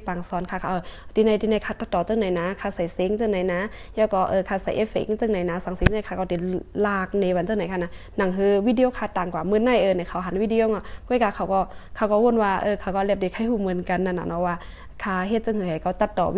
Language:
Shan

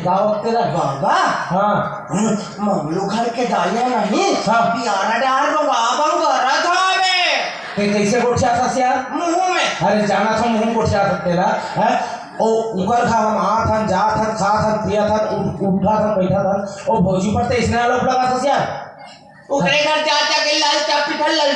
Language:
Chhattisgarhi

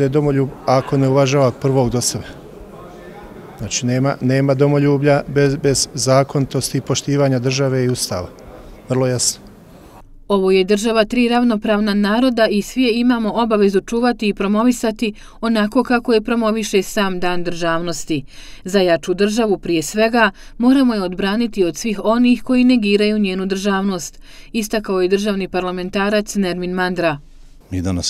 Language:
Bosnian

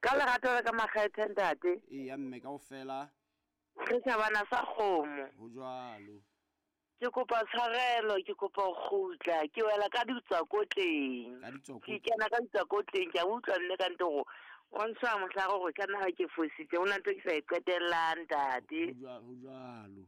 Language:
Southern Sotho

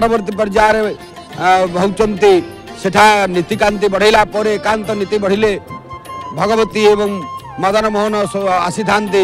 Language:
Odia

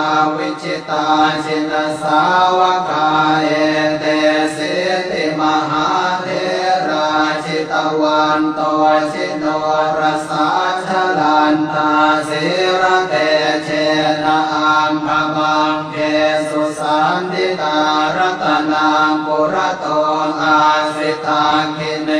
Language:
Pali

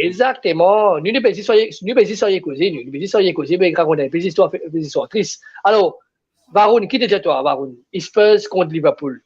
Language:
Morisyen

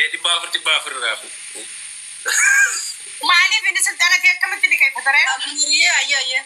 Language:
Oromo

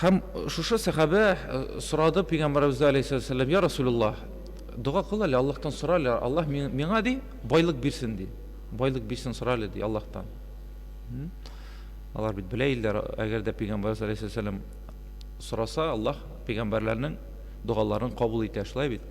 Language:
Tatar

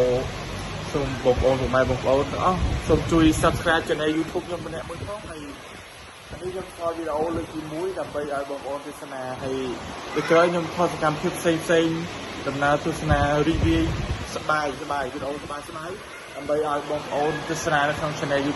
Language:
Khmer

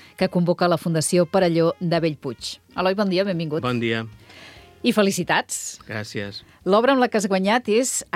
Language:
Catalan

